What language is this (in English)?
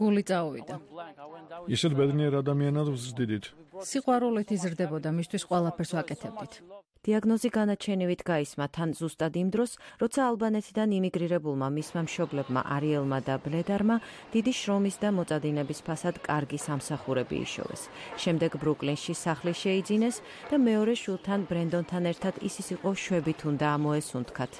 Georgian